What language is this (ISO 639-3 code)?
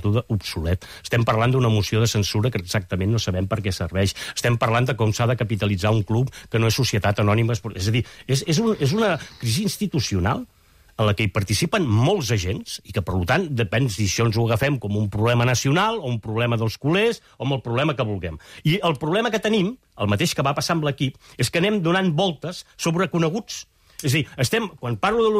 cat